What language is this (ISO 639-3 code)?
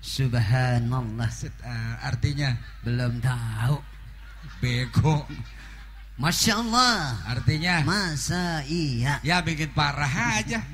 bew